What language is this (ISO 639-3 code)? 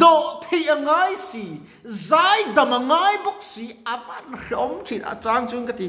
lus